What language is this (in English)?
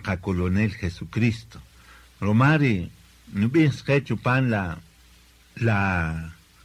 Kaqchikel